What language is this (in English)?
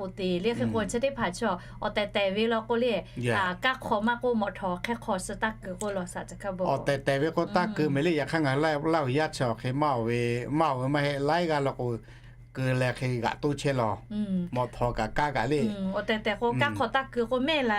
Lahu